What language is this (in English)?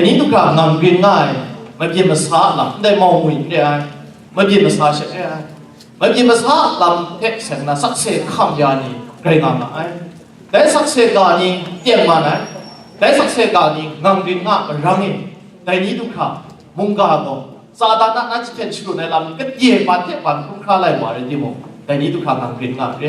Kachin